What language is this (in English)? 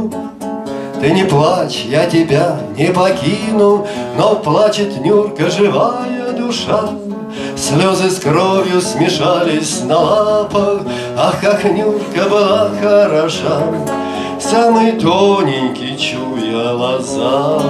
Russian